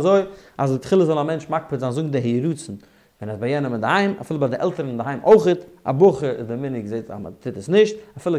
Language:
Yiddish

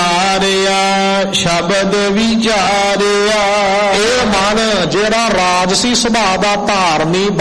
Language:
Punjabi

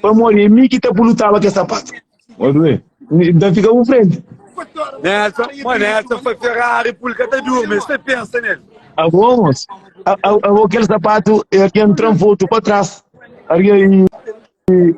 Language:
Kabuverdianu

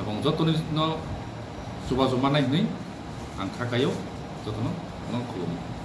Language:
Kok Borok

